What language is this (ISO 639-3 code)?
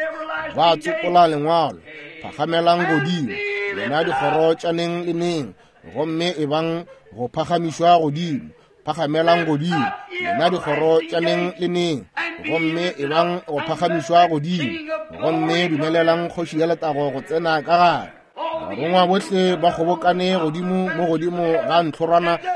nso